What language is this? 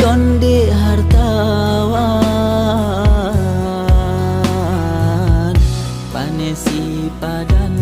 Achinese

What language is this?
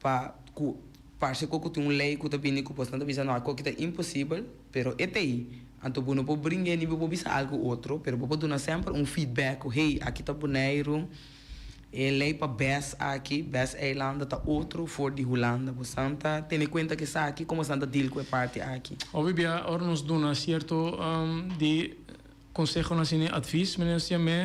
Papiamento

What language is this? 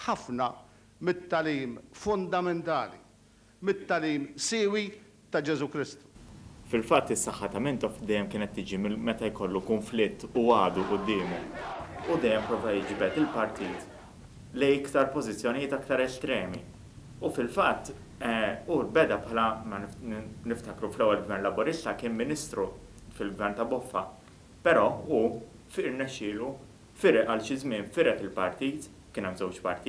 Maltese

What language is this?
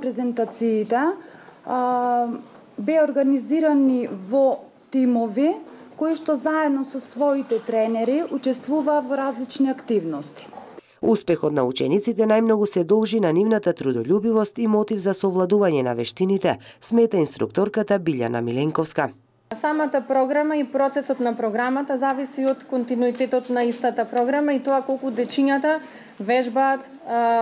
Macedonian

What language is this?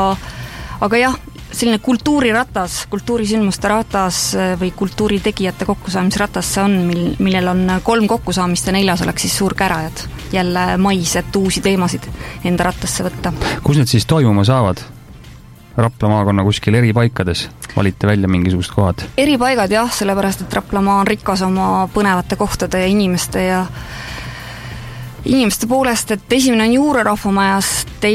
Estonian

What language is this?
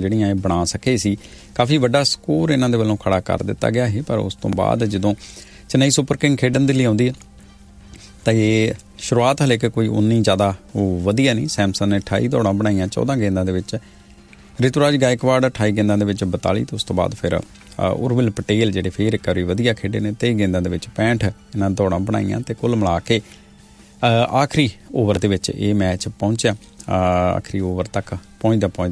Punjabi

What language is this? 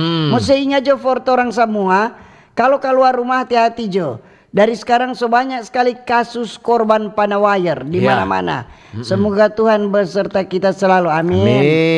Manado Malay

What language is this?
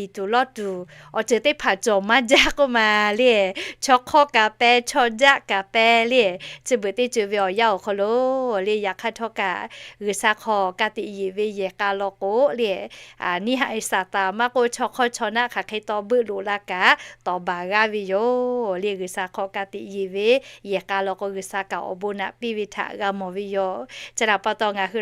Lahu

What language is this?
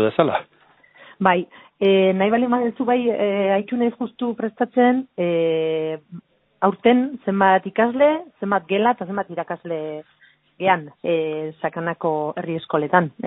Basque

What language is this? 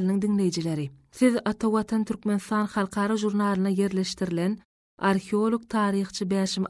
Turkmen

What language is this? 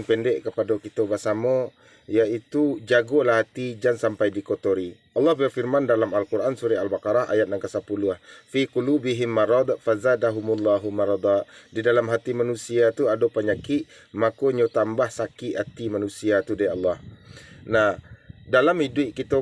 Minangkabau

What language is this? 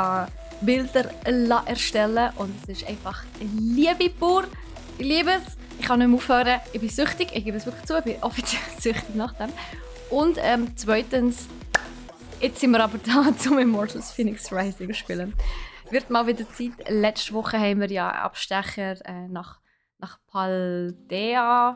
Swiss German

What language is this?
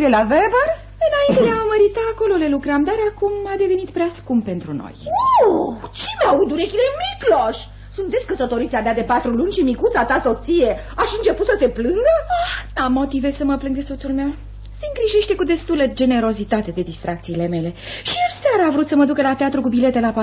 Romanian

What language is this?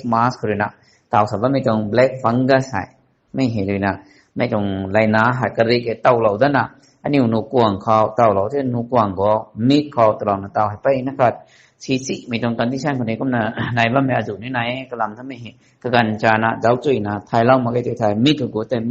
Rongmei Naga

